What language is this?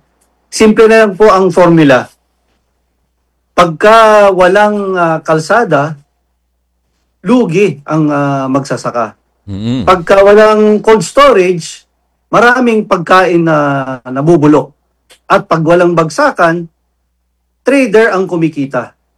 Filipino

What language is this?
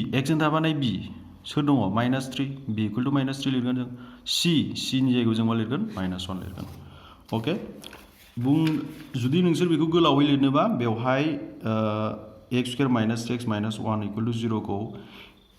Bodo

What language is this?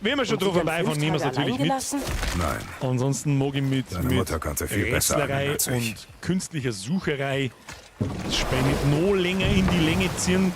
Bavarian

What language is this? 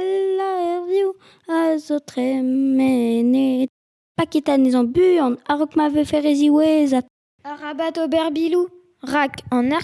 Breton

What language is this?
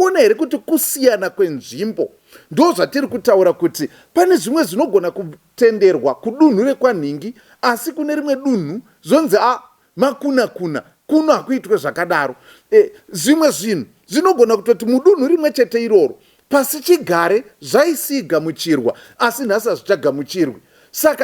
Shona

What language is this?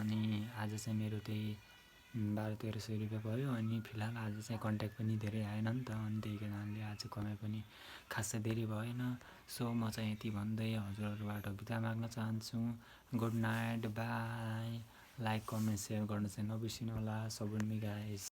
Nepali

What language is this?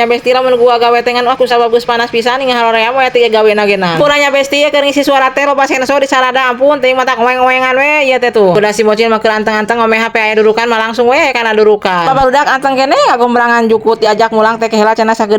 Sundanese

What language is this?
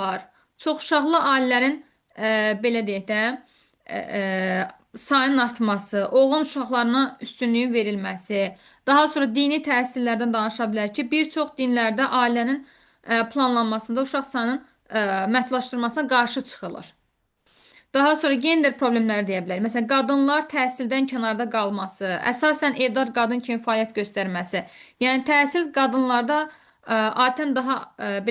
Azerbaijani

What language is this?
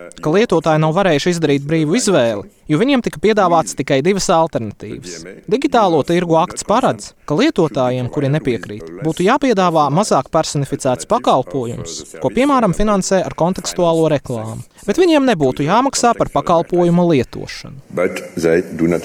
Latvian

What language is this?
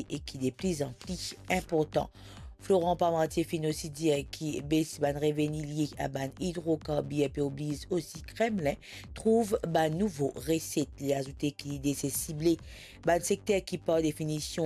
Morisyen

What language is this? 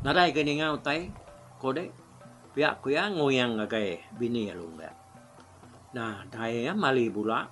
Iban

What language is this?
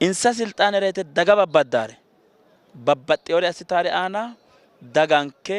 Sidamo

